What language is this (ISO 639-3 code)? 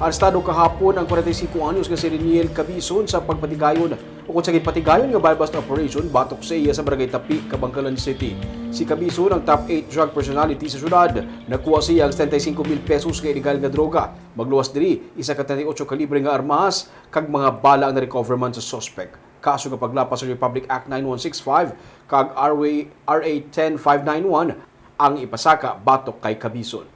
hil